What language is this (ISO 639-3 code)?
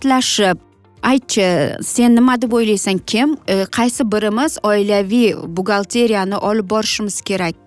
uzb